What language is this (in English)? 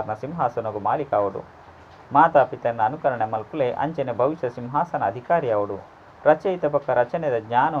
Tulu